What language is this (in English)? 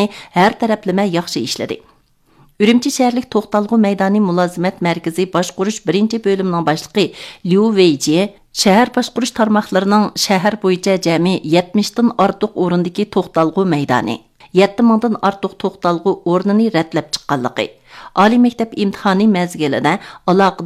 Uyghur